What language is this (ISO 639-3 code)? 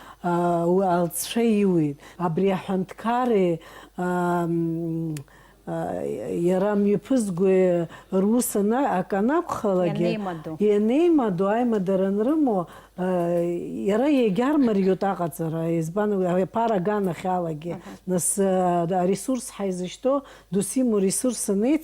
abk